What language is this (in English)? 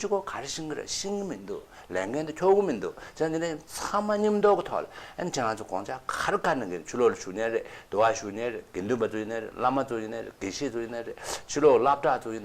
Tibetan